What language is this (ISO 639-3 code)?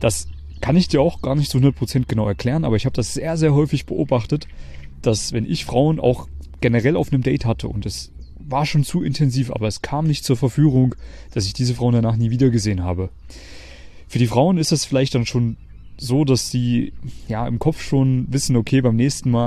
deu